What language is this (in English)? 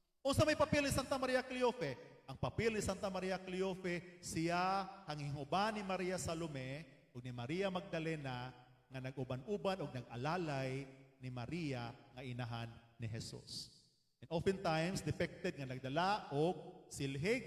Cebuano